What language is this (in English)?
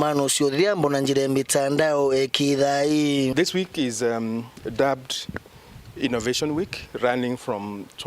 Meru